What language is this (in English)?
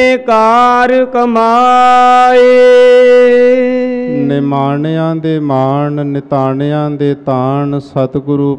Punjabi